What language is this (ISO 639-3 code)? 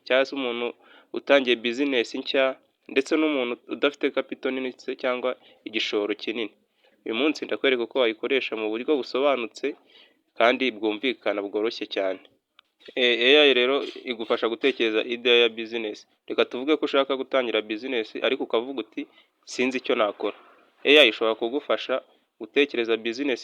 kin